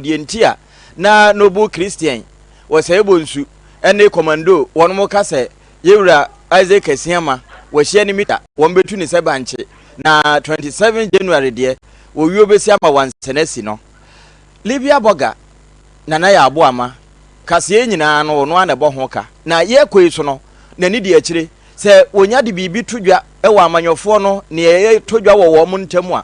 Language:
Akan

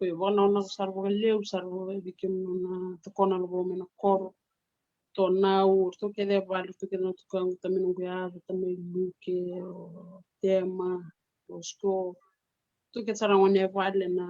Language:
Fijian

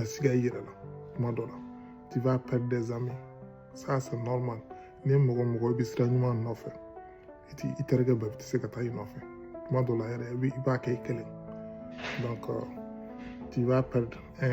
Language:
Bambara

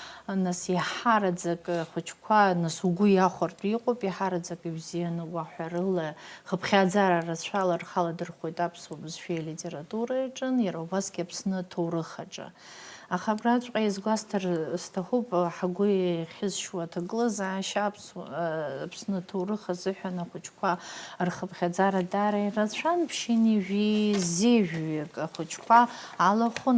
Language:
Abkhazian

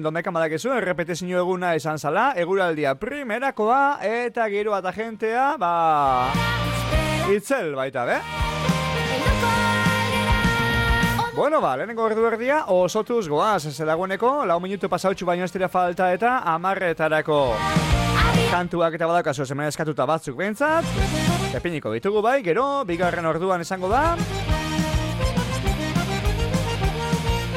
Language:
Basque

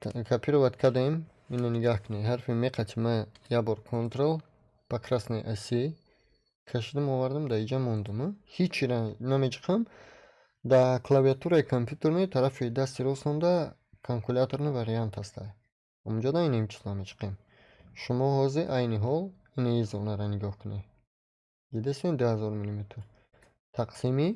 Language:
Tajik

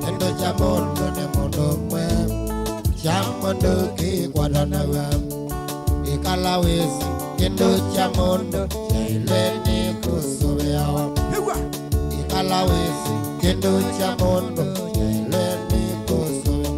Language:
Kamba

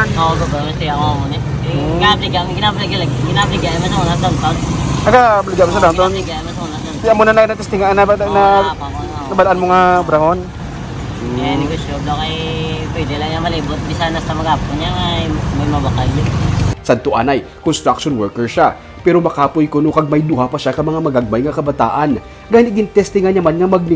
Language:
Hiligaynon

